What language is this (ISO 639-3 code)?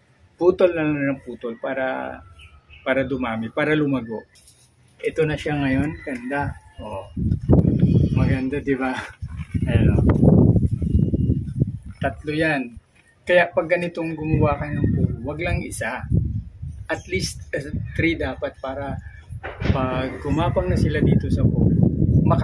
fil